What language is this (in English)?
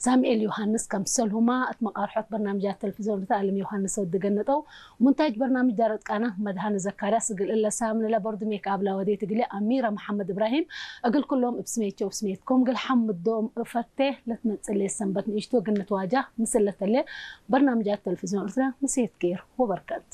Tigre